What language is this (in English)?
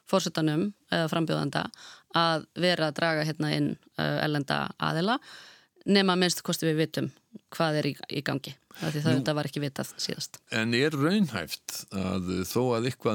Icelandic